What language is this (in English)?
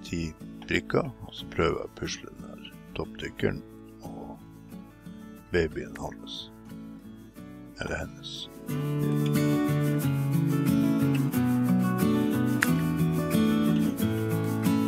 Norwegian